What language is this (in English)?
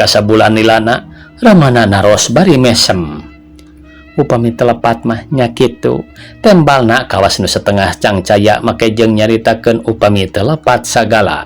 Sundanese